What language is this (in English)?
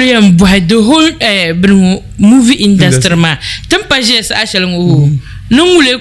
Dagbani